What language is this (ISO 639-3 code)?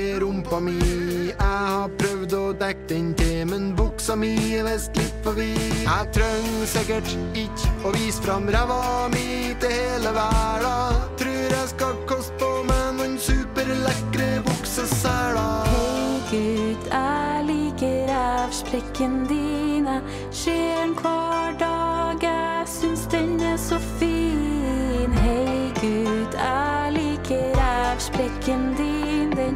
nor